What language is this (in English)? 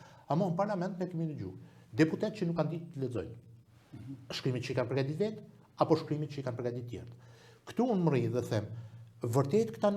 Albanian